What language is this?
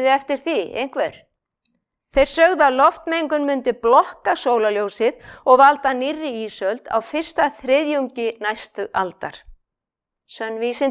Icelandic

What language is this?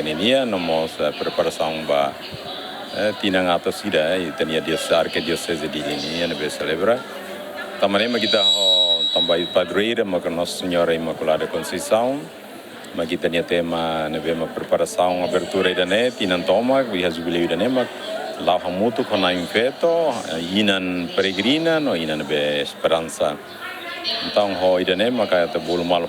Tetum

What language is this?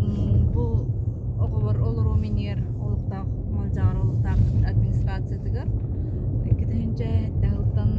Yakut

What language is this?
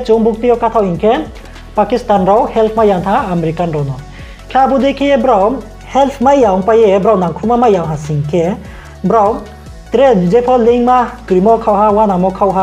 Riang (India)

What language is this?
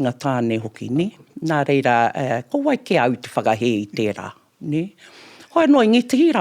Māori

